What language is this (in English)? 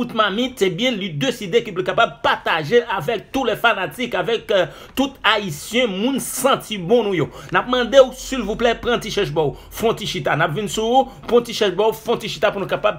Haitian Creole